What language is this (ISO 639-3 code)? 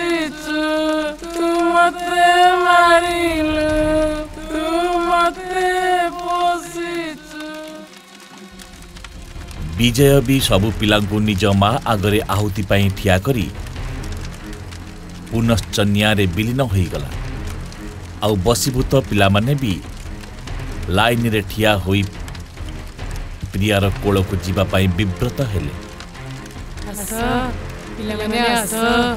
ori